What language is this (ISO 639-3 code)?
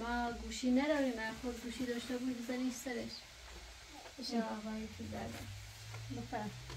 fas